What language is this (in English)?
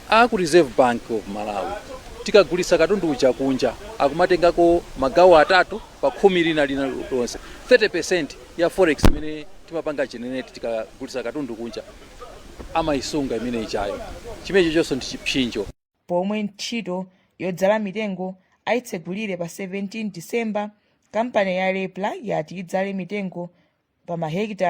Nyanja